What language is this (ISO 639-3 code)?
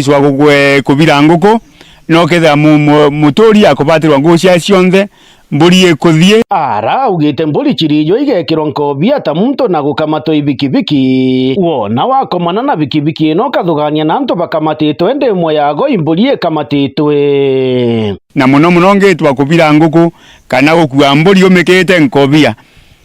mer